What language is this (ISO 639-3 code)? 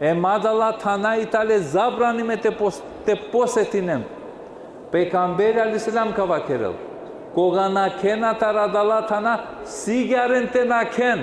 rmn